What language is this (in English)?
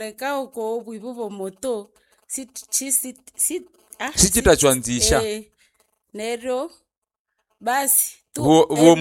Nande